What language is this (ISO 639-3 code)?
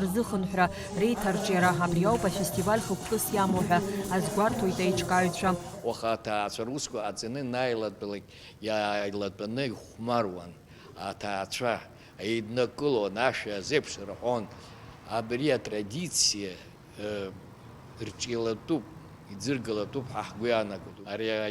abk